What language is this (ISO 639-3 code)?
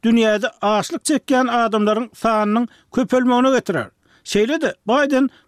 tuk